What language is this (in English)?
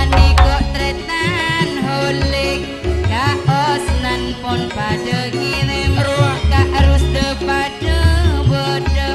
Madurese